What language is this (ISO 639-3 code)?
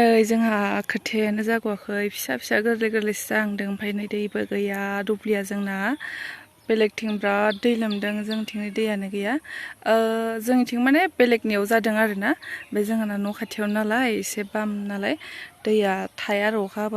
brx